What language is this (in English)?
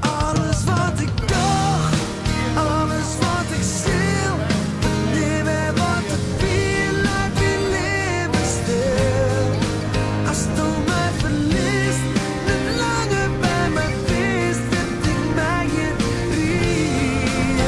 Western Frisian